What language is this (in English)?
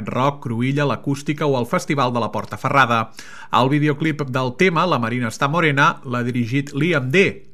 Catalan